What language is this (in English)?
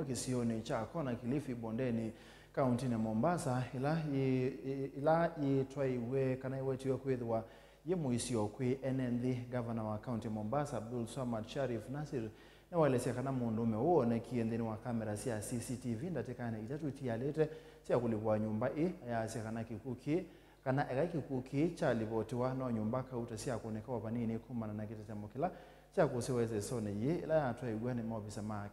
Kamba